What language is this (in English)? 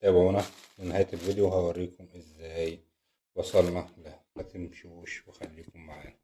Egyptian Arabic